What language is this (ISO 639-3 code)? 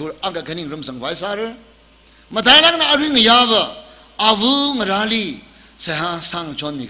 nmf